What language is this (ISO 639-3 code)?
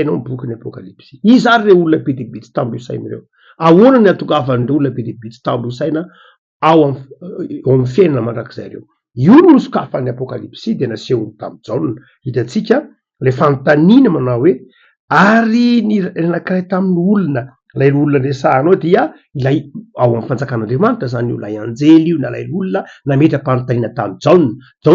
mlg